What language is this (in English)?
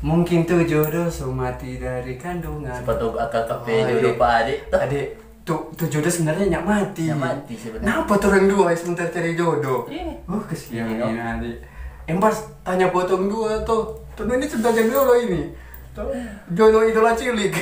Manado Malay